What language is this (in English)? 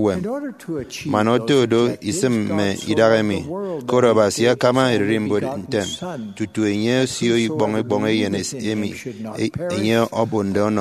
Efik